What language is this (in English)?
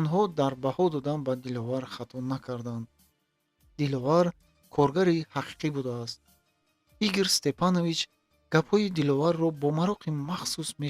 Tajik